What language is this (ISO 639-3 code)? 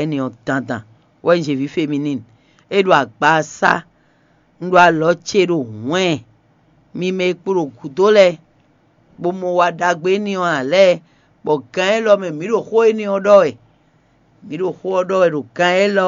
fon